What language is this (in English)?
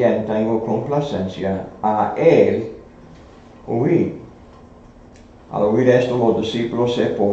Spanish